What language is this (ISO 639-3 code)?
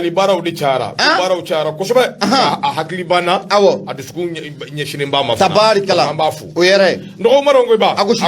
bam